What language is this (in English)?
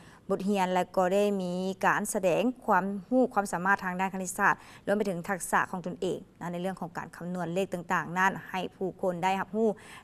Lao